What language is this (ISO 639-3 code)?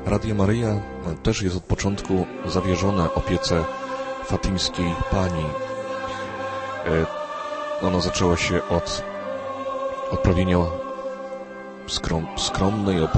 pol